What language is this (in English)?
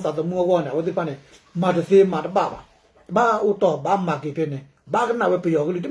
S'gaw Karen